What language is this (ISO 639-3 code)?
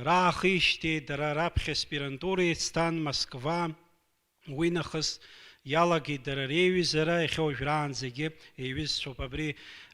abk